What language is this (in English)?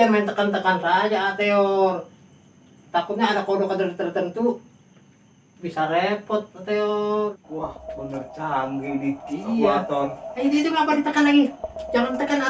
Betawi